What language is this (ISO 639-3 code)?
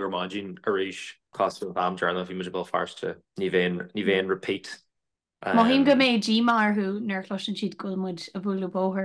gle